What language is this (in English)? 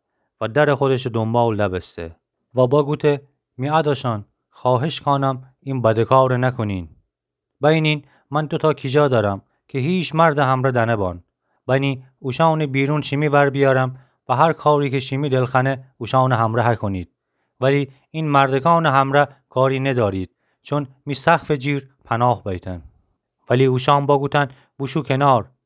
Gilaki